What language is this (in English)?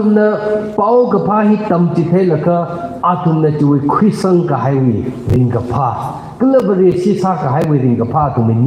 Tangkhul Naga (India)